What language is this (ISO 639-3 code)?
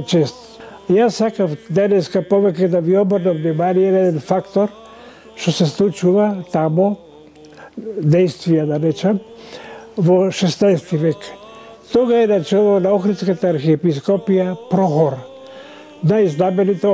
mkd